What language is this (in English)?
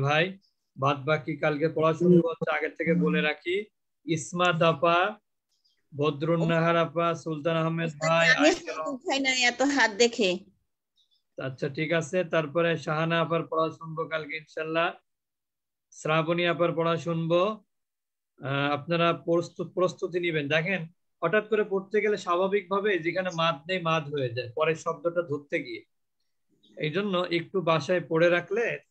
Bangla